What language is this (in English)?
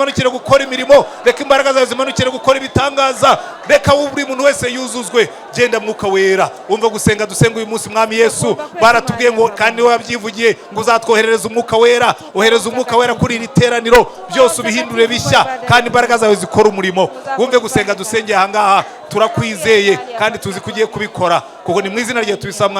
Kinyarwanda